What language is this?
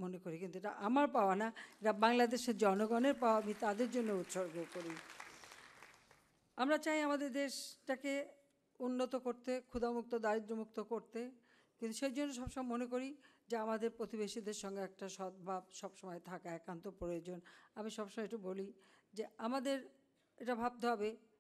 Bangla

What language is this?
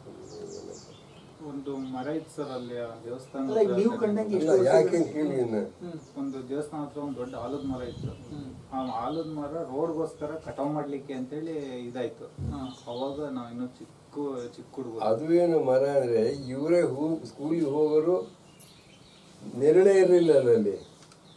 Kannada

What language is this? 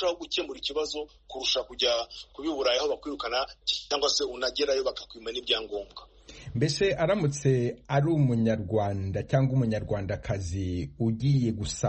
Kinyarwanda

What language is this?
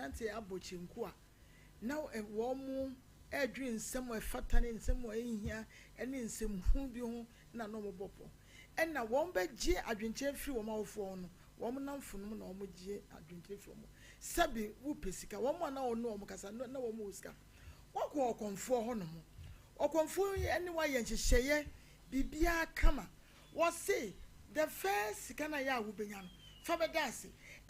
Akan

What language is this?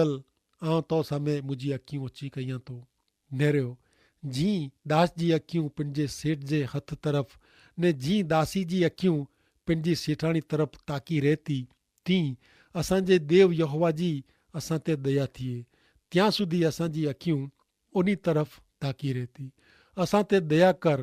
Kachhi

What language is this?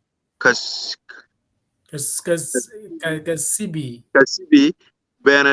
Acoli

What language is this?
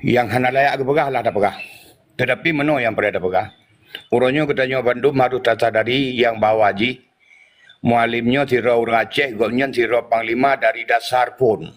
Achinese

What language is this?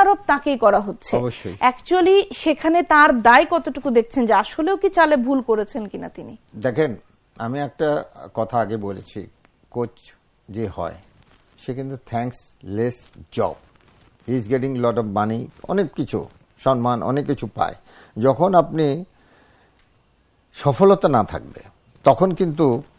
Bangla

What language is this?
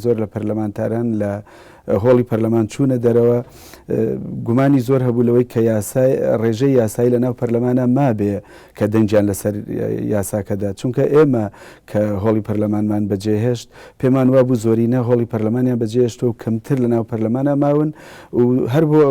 Central Kurdish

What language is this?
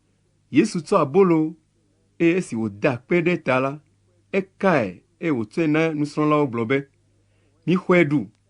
Ewe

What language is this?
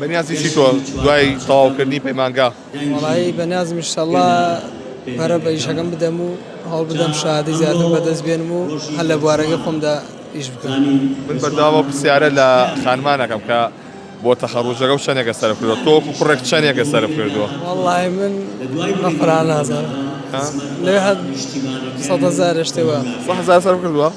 Central Kurdish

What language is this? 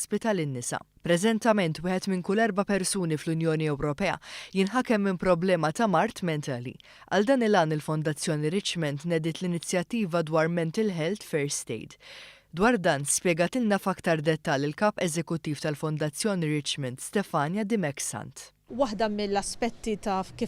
Maltese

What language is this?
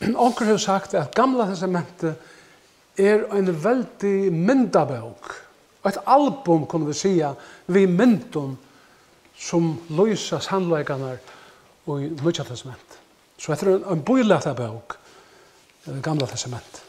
Faroese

